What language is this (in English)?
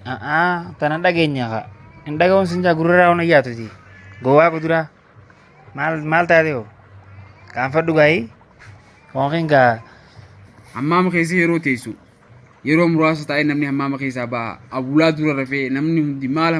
Oromo